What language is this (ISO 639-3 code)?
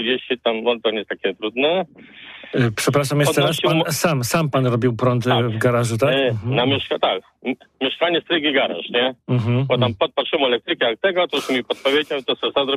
pol